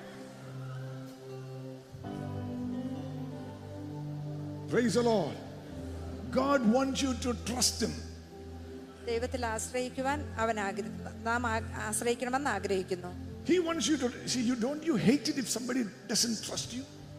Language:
Malayalam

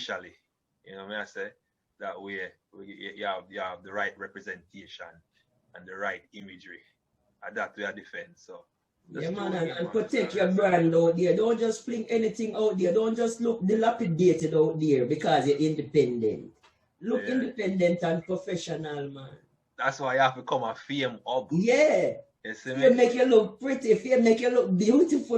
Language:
Jamaican Creole English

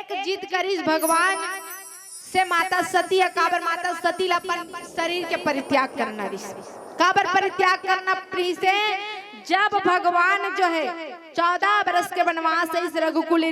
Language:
Chhattisgarhi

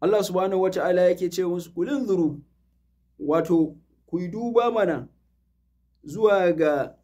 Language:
Hausa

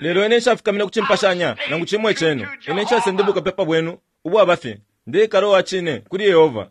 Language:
Bemba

